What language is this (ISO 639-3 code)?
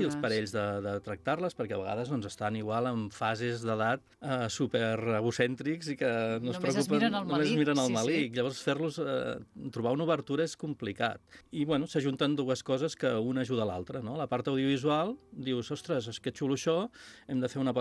cat